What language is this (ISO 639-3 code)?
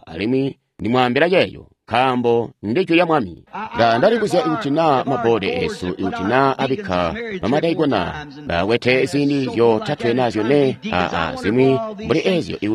toi